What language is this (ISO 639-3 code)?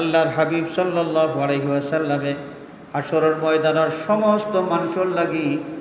syl